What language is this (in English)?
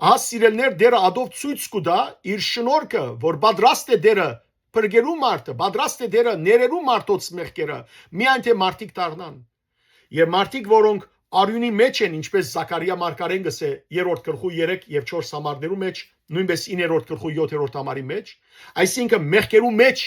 Western Armenian